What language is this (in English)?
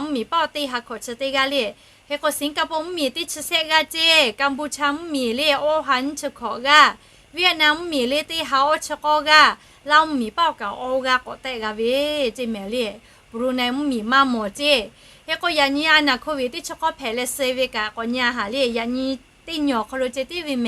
Lahu